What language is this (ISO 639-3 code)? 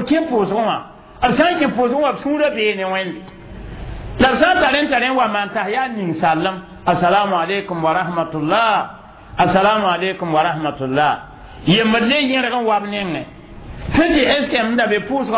mos